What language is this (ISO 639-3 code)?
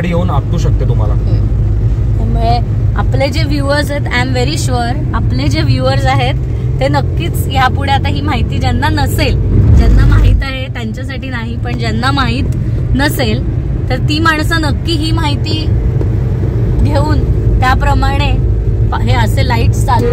mar